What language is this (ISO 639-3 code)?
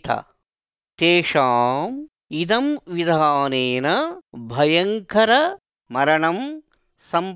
san